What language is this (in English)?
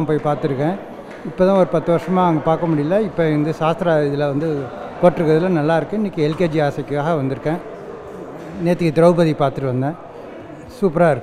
Tamil